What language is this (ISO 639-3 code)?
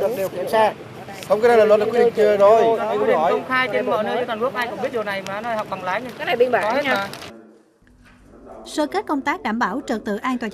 vie